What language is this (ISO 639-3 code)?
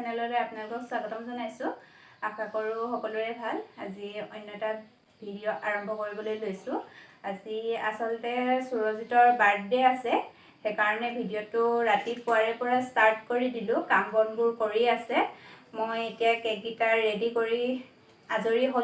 asm